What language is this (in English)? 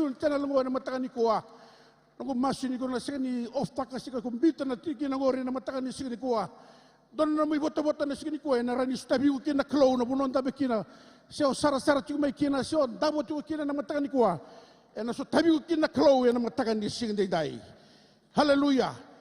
Fijian